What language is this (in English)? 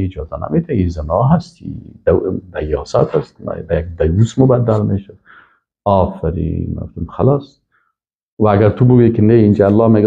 Persian